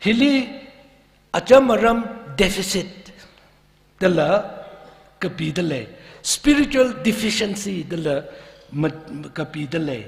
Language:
Tangkhul Naga (India)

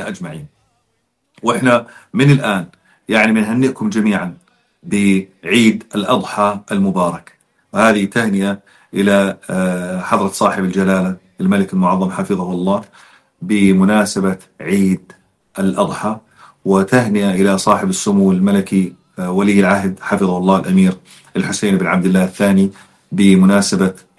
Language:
North Levantine Arabic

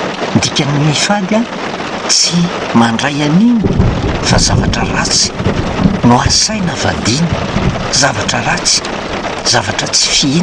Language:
Malagasy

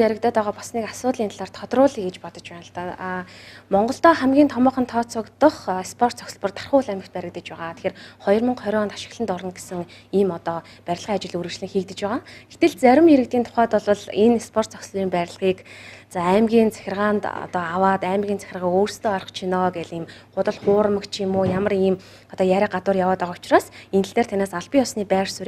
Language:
Mongolian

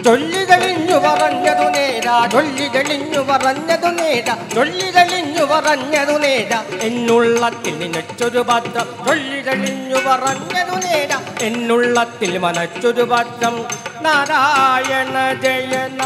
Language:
Malayalam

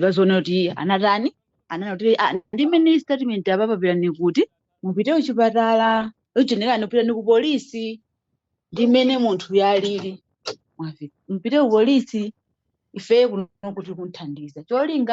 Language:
Nyanja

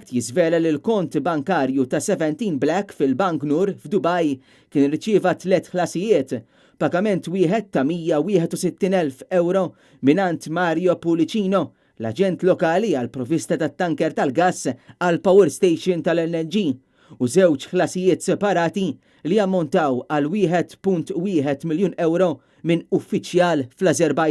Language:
Maltese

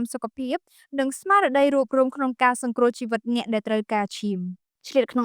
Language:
Khmer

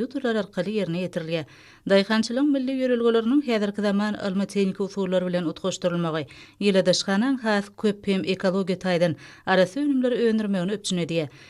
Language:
Turkmen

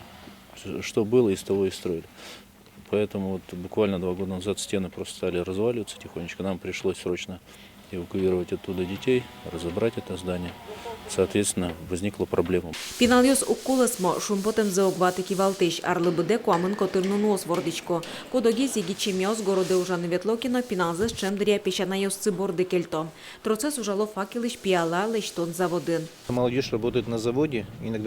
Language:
Udmurt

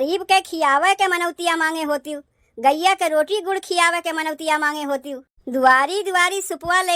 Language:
Awadhi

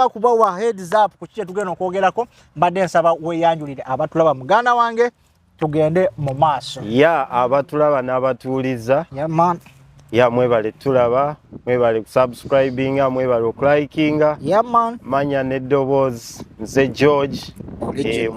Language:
Ganda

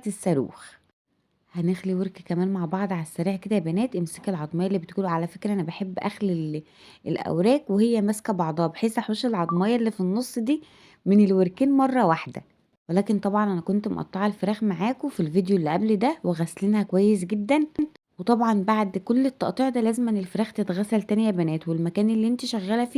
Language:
Egyptian Arabic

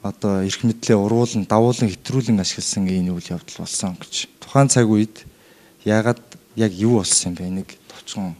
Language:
Mongolian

